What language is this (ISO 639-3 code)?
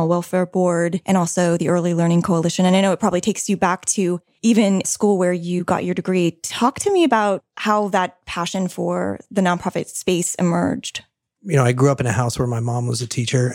eng